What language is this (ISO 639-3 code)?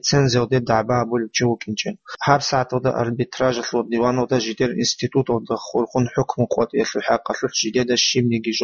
ava